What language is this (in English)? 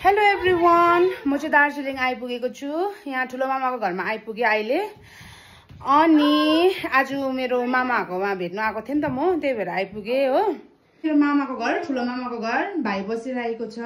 Nepali